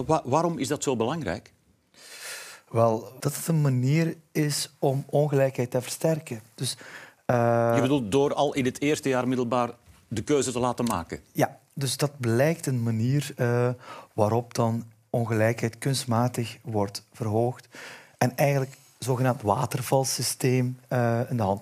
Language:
Dutch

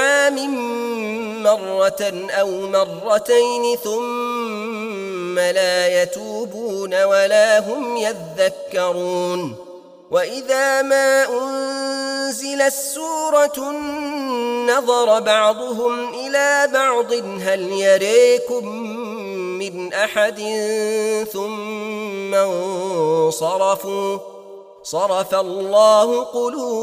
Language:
Arabic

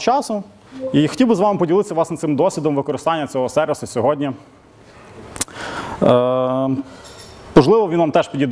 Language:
Ukrainian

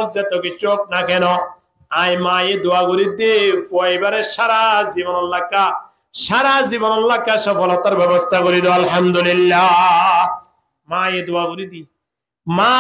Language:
Rohingya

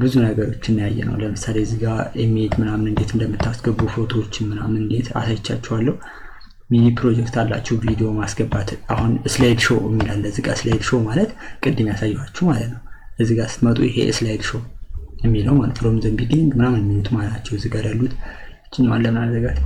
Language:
Amharic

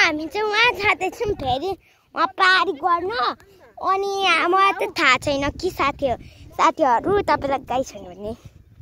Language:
Nepali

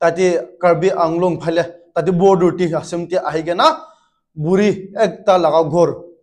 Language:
Naga Pidgin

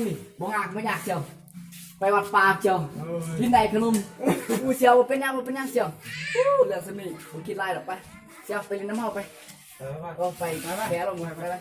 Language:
Lao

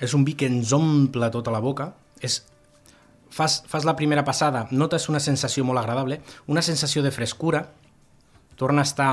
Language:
Catalan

